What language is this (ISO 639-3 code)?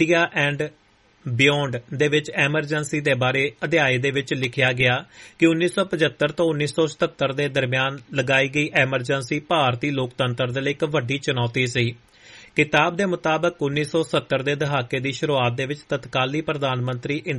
pan